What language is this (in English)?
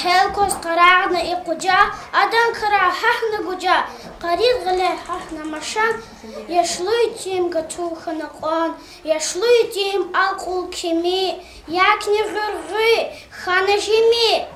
Lezghian